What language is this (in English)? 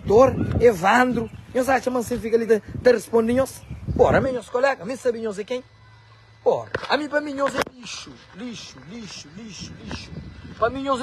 Kabuverdianu